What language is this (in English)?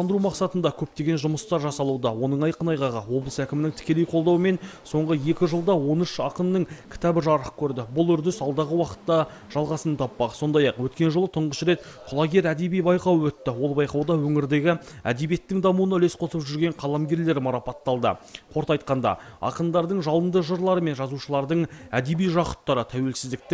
Kazakh